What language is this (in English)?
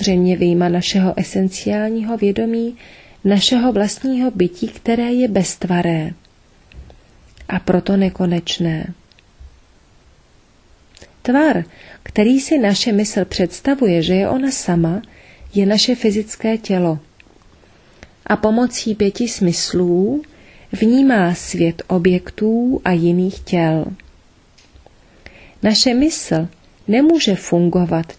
Czech